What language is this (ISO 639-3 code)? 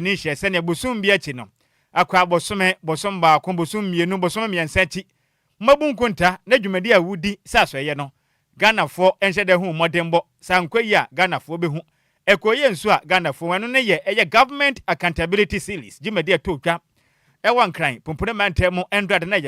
aka